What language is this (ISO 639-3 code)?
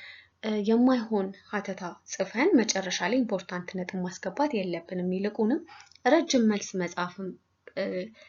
amh